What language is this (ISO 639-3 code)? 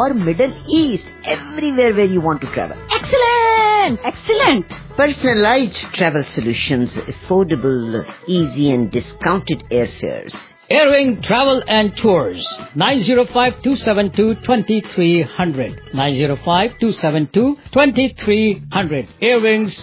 pan